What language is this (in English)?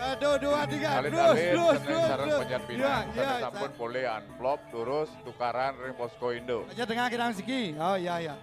Balinese